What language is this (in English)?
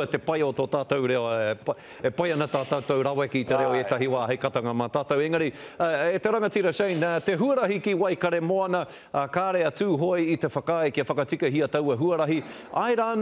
Māori